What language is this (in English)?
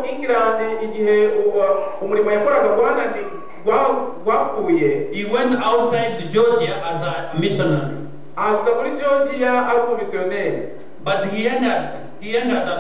Kinyarwanda